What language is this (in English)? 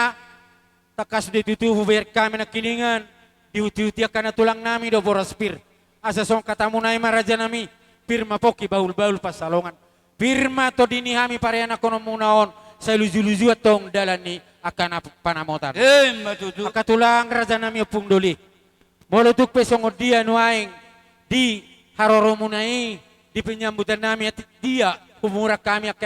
Batak Toba